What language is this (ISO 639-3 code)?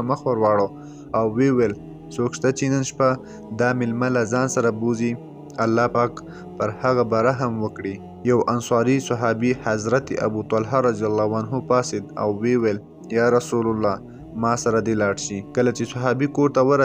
pus